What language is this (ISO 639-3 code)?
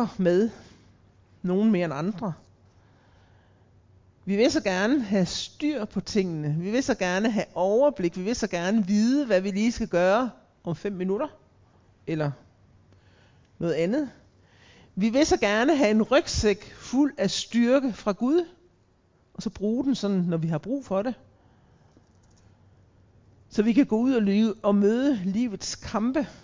dan